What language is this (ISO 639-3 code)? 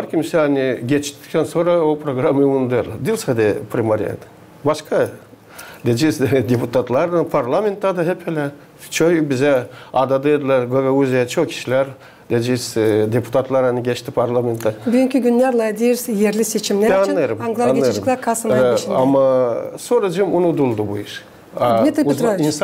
gag